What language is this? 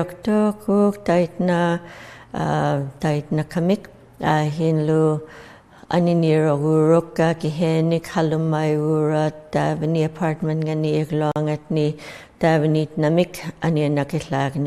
Inuktitut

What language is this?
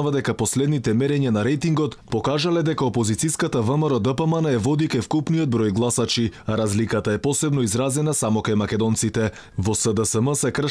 Macedonian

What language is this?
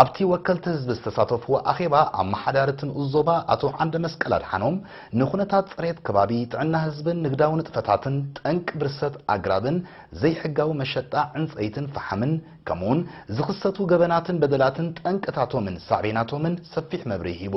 Tigrinya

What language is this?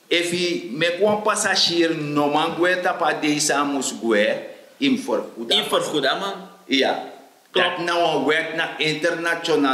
Sranan Tongo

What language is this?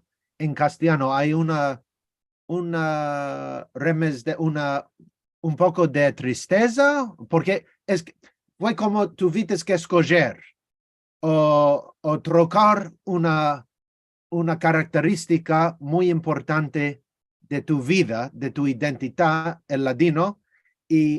Ladino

